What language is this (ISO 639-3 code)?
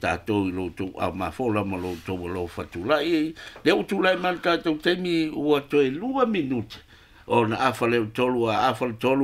smo